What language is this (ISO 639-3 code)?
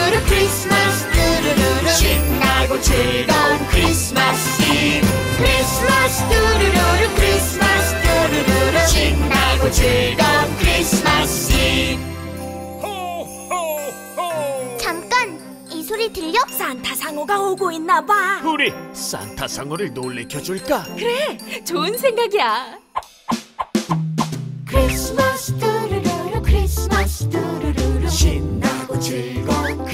kor